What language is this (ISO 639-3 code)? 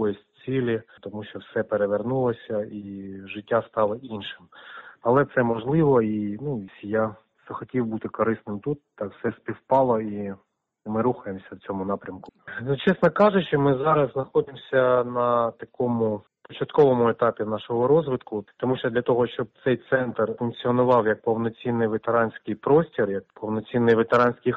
ukr